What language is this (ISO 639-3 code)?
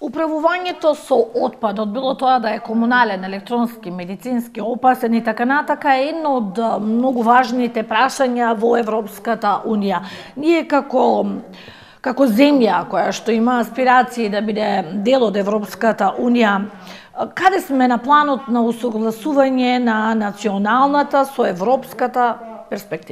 mkd